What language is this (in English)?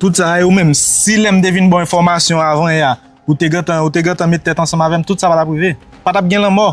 Haitian Creole